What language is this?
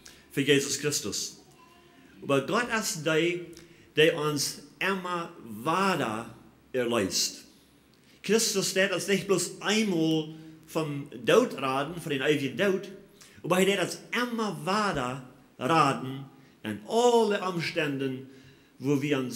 Plautdietsch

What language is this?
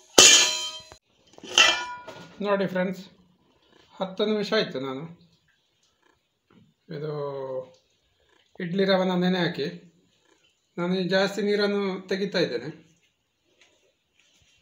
Kannada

